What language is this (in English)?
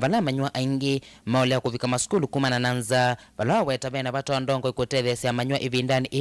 Kamba